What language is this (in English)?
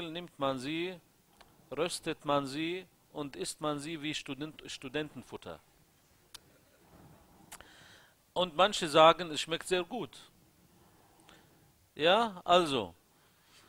German